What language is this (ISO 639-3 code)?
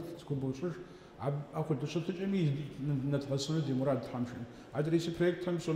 kbd